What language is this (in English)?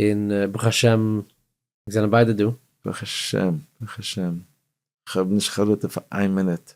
Yiddish